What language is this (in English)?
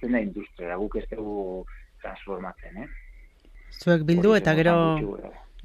Basque